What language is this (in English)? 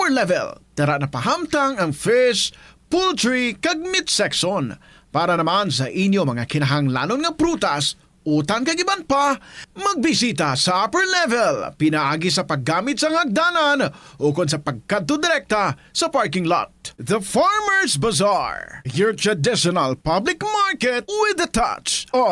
Hiligaynon